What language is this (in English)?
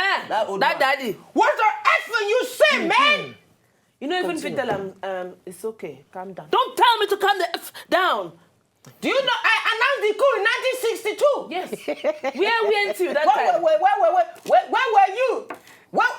Nigerian Pidgin